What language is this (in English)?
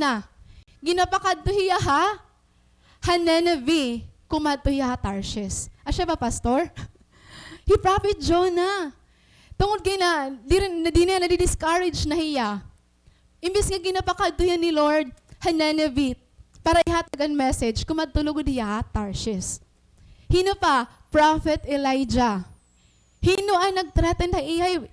Waray